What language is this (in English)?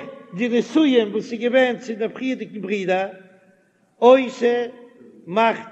Yiddish